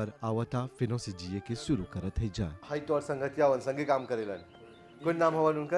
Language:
Bhojpuri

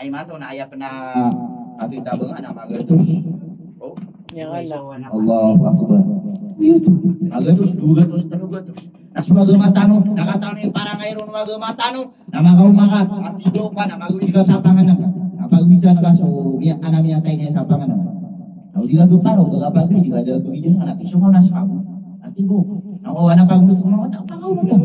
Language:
Maranao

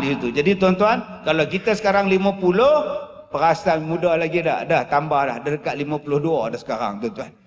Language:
Malay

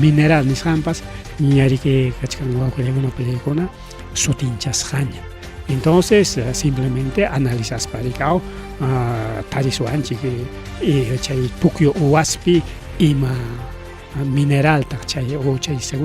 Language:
Ayacucho Quechua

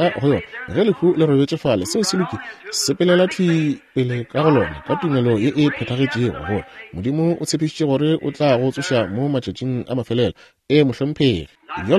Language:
Northern Sotho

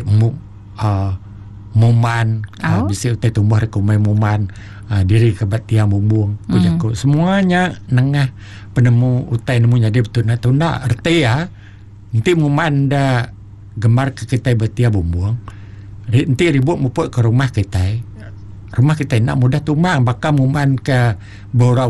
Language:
Iban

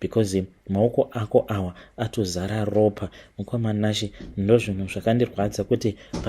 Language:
Shona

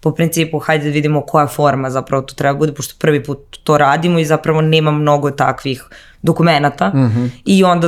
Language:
Serbian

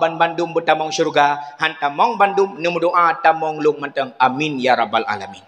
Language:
Achinese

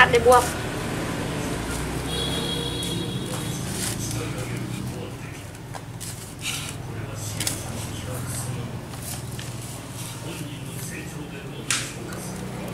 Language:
Vietnamese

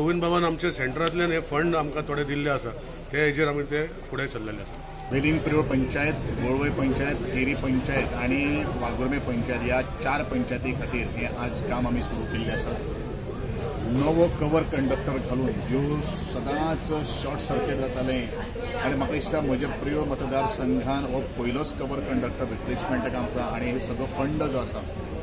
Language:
Konkani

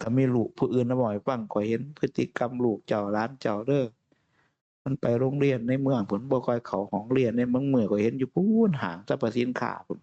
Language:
Northeastern Thai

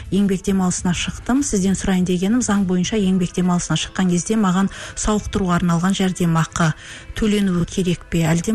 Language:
Kazakh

